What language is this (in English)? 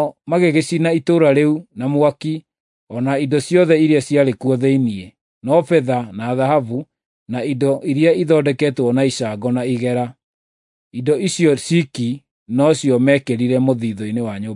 Kikuyu